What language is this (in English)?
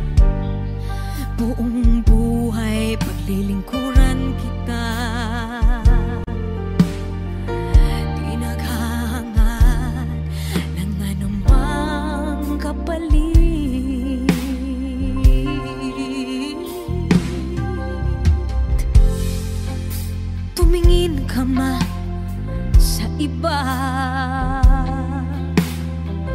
Filipino